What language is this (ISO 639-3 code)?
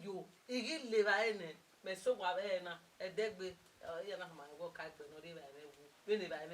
bin